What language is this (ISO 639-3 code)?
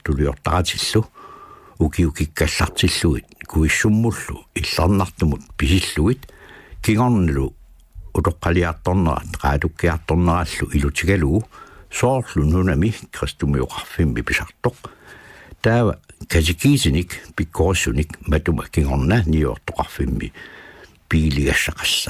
kal